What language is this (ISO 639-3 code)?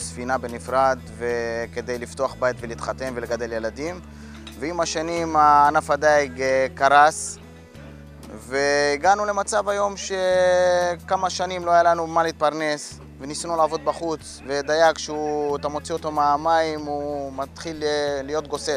heb